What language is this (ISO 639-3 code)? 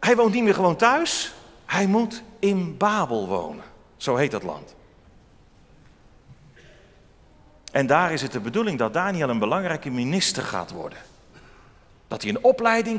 nld